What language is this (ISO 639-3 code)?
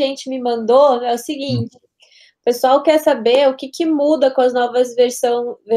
por